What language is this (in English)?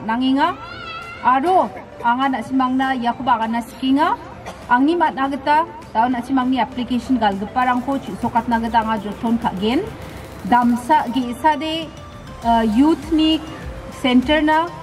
Garo